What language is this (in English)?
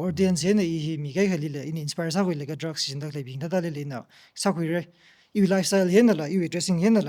Tangkhul Naga (India)